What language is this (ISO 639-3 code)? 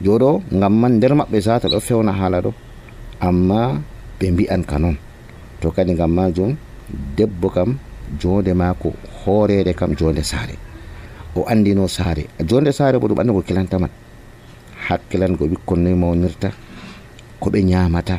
fuv